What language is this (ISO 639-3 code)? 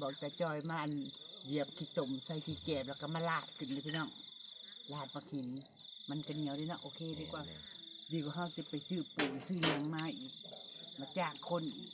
tts